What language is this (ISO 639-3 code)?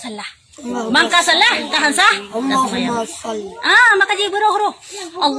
ace